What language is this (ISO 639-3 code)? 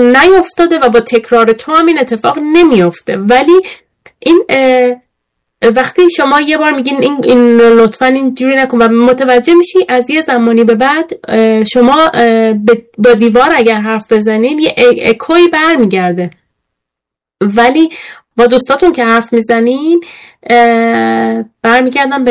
fas